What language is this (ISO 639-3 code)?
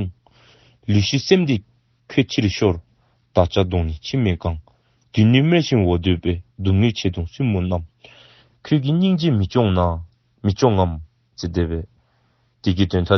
dzo